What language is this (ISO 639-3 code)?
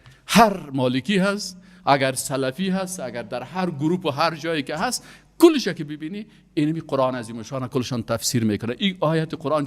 fas